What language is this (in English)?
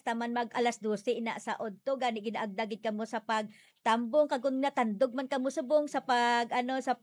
Hiligaynon